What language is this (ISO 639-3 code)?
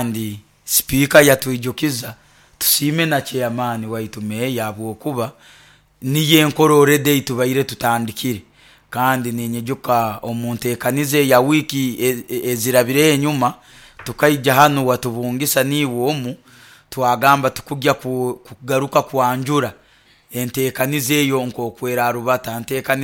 nyo